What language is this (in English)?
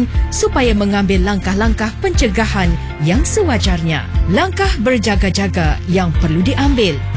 Malay